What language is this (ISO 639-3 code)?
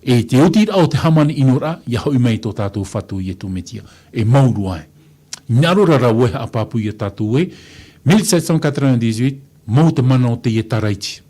tah